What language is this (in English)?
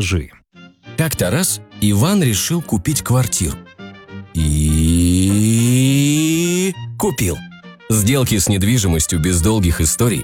Russian